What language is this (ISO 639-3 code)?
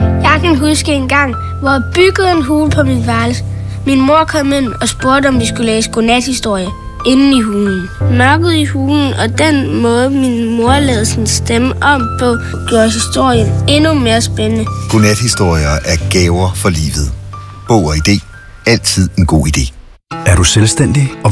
dan